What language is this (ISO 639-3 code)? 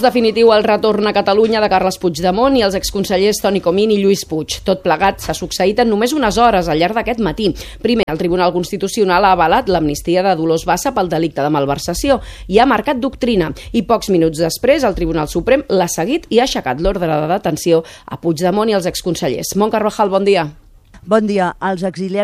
cat